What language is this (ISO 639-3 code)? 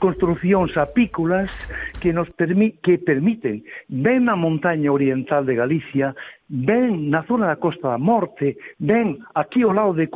glg